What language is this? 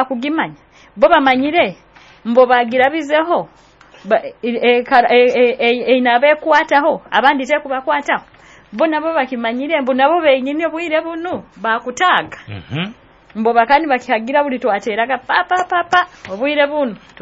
Nyoro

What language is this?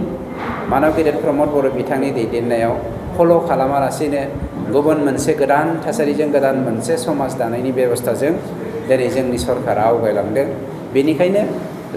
Bodo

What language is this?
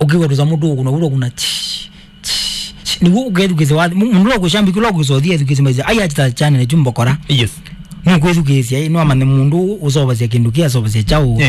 Kamba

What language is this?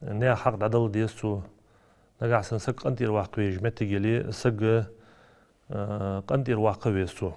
Ingush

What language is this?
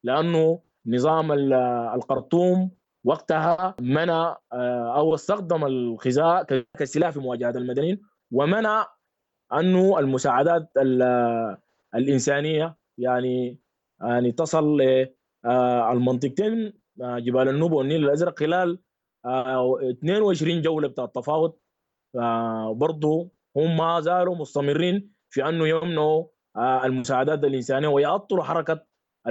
Sudanese Arabic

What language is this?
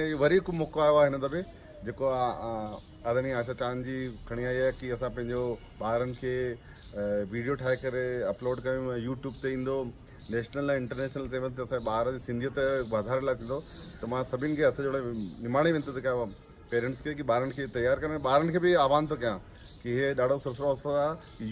Sindhi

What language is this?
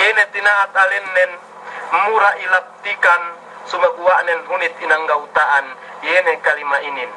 Yakan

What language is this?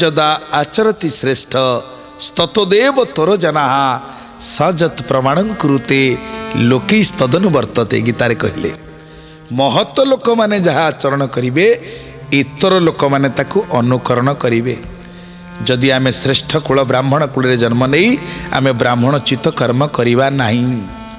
Odia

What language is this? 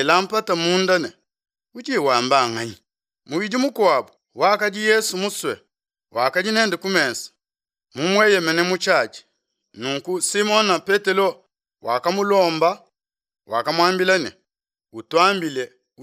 Luba-Lulua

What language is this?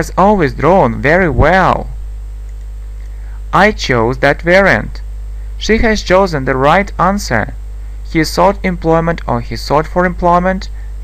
English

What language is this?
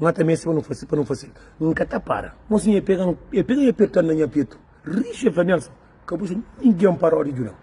Kabuverdianu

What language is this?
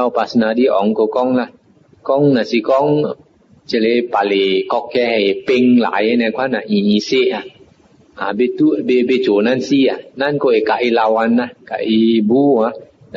Min Nan Chinese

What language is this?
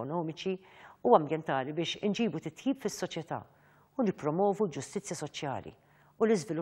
Maltese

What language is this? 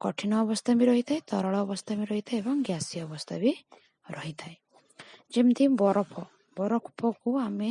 Odia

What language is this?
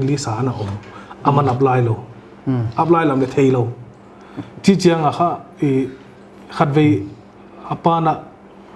Paite Chin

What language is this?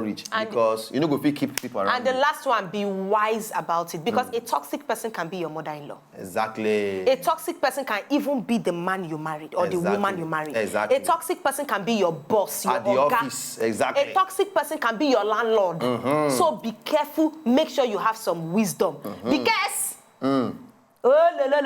Nigerian Pidgin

